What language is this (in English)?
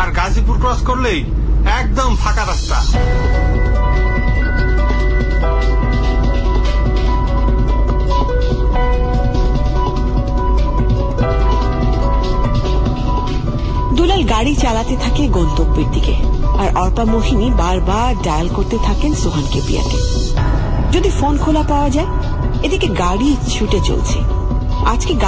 Bangla